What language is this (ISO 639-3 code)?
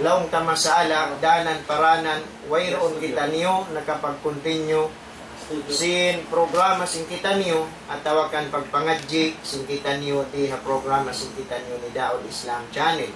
tsg